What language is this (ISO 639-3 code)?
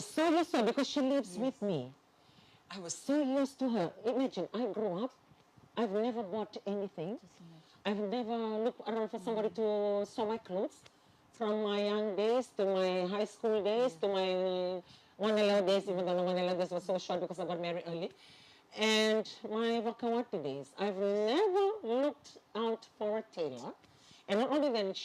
fij